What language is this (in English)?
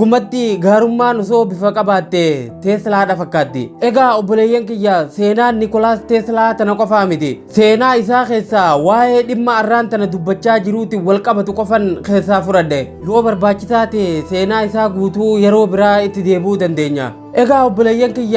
Oromo